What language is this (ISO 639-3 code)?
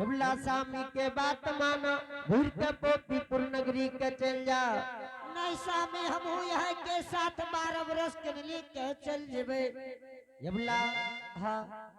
anp